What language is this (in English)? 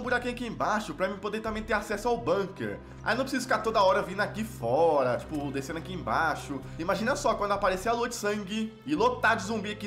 Portuguese